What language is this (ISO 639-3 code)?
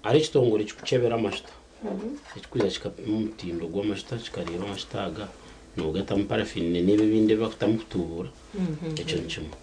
nyn